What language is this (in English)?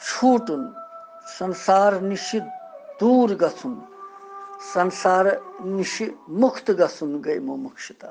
Kashmiri